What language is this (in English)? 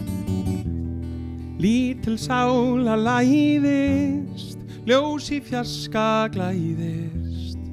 Icelandic